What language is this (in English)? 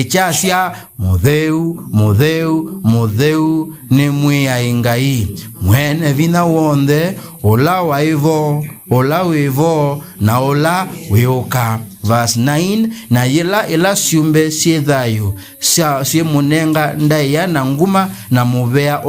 Kamba